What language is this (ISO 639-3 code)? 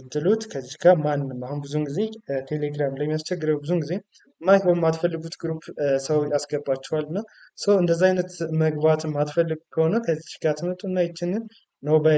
amh